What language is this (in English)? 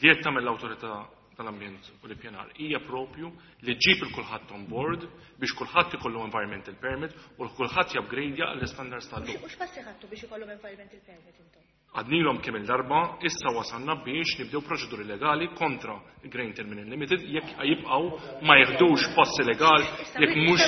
Maltese